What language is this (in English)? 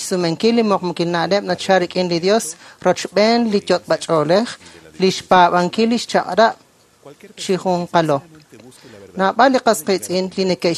Kekchí